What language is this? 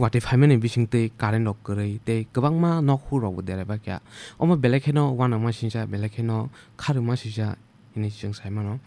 Kok Borok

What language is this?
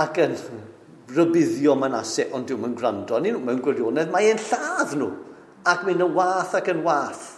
Welsh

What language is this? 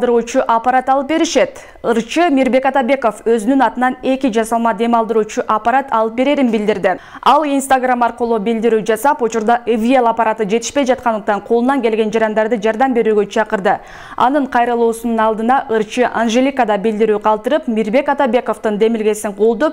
Kyrgyz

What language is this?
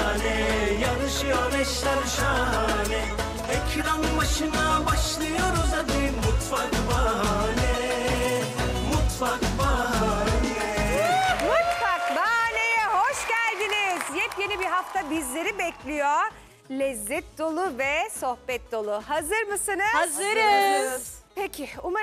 Turkish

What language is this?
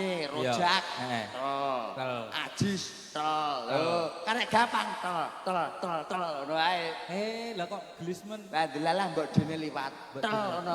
Javanese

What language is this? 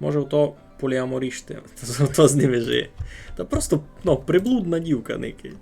Rusyn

